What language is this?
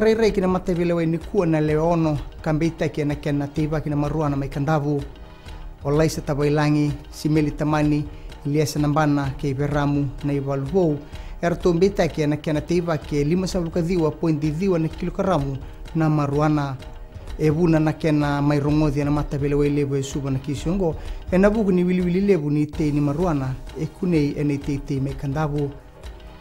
Fijian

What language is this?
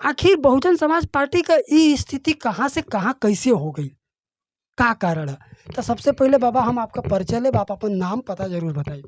Bhojpuri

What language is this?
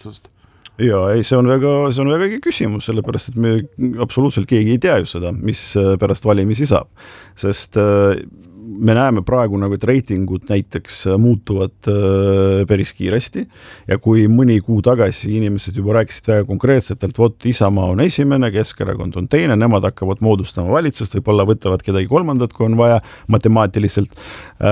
Estonian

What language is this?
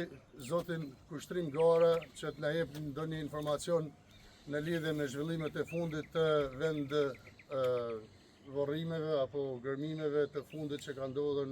Albanian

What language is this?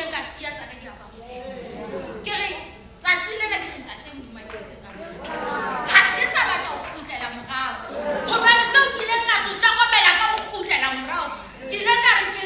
Southern Sotho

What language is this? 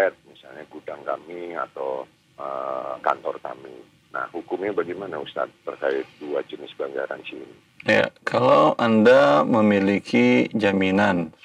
Indonesian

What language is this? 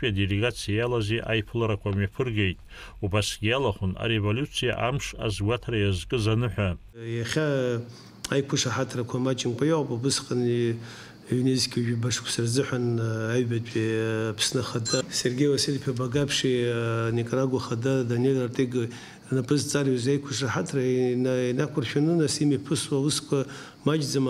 Abkhazian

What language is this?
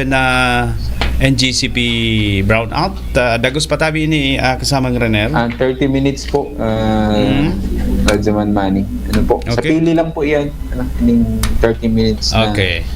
Bikol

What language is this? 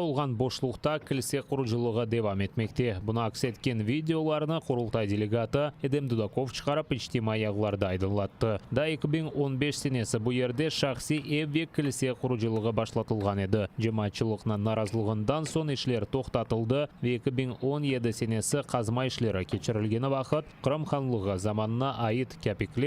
Crimean Tatar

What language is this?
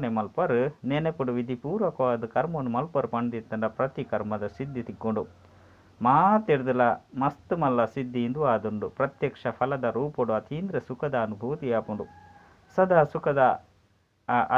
Tulu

